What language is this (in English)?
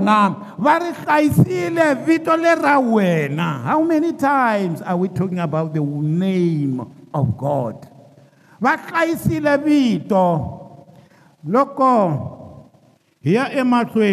Tsonga